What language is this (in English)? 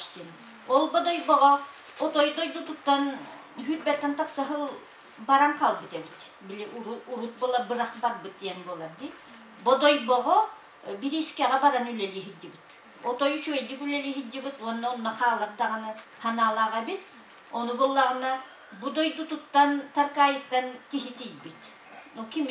Yakut